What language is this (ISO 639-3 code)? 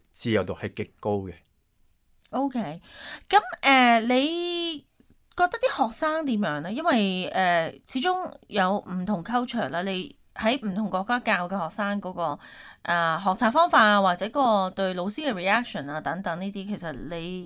yue